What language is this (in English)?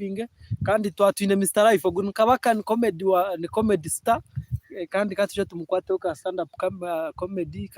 Nyankole